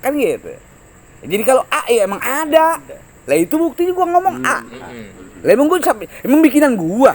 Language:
Betawi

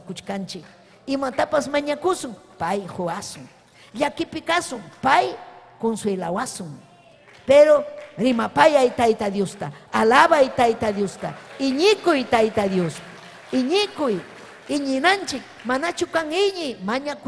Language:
Ayacucho Quechua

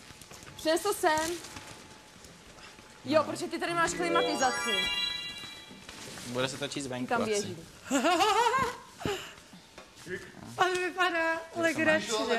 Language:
Czech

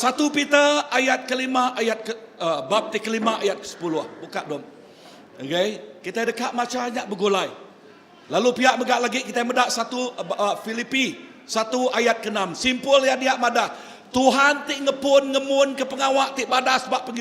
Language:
Iban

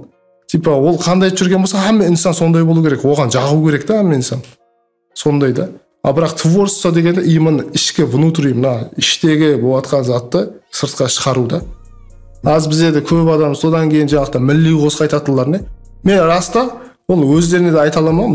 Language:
Kara-Kalpak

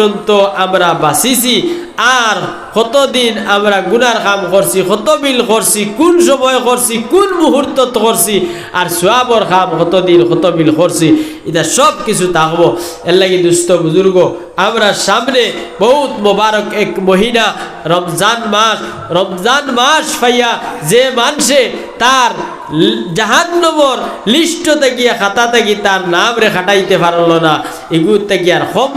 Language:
Sylheti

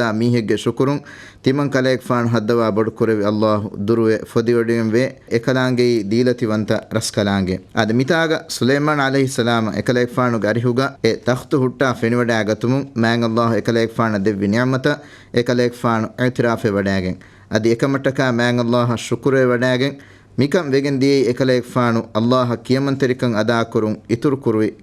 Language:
Divehi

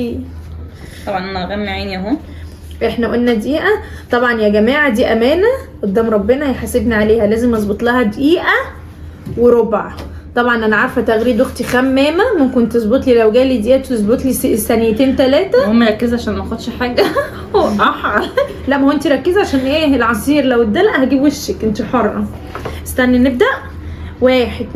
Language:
Egyptian Arabic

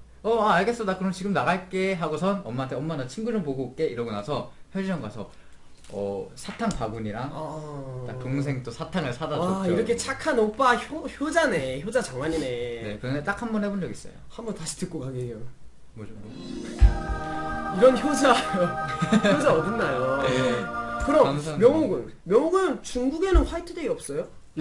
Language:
Korean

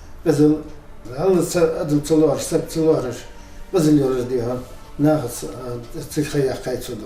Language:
Ingush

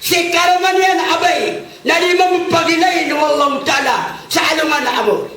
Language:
Maranao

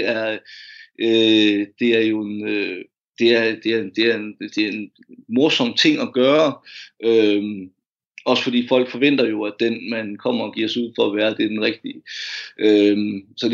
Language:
Danish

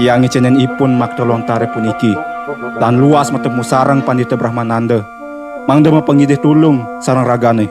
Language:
Balinese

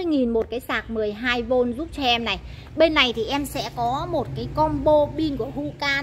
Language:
Vietnamese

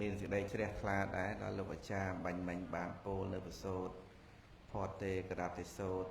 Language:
Khmer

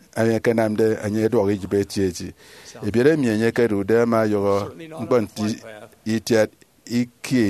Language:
Efik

